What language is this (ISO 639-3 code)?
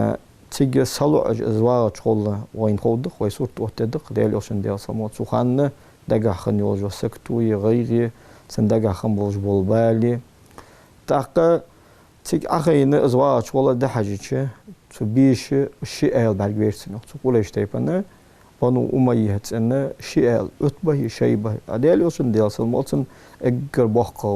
inh